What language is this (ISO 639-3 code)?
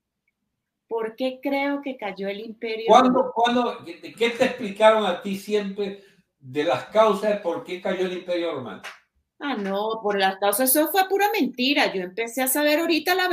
spa